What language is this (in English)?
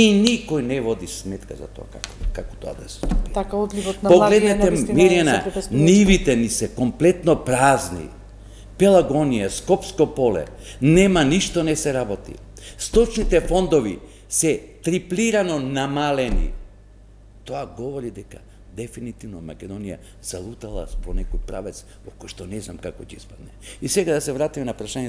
Macedonian